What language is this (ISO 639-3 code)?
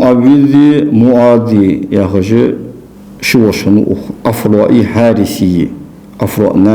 inh